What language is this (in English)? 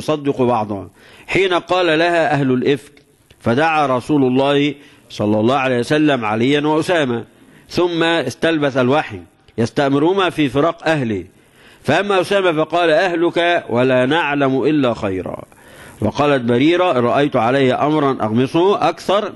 Arabic